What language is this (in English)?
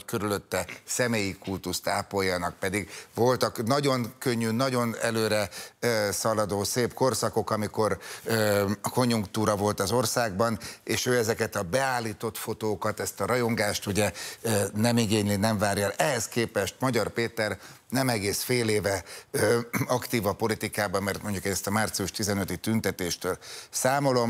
Hungarian